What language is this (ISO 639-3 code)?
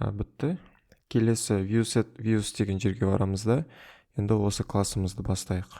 kaz